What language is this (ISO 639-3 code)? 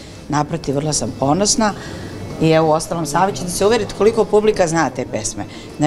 srp